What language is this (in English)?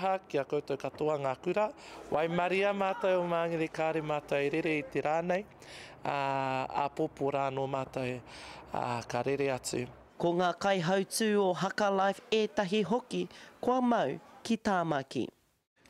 Māori